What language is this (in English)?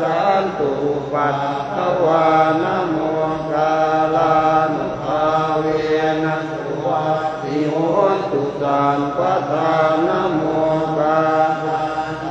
Pali